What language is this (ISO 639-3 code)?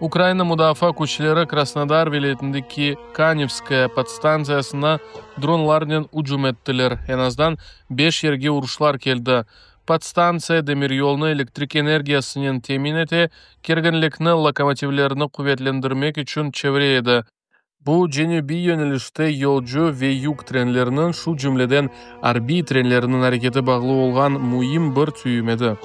crh